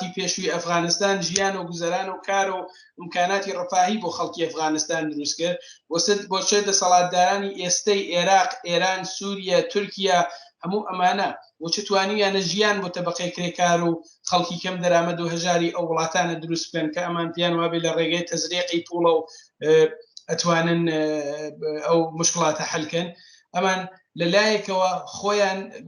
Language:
Central Kurdish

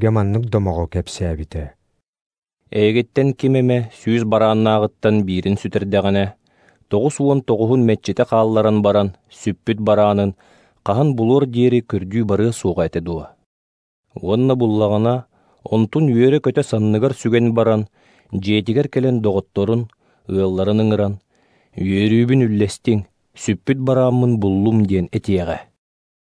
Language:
Yakut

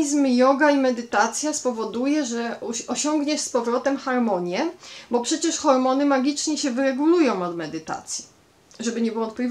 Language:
Polish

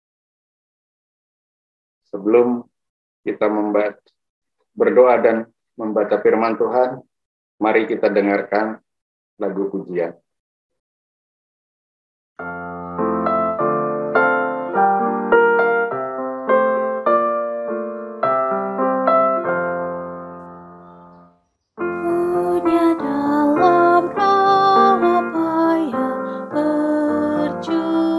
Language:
Indonesian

